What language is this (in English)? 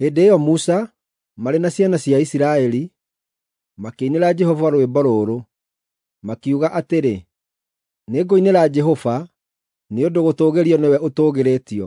Kikuyu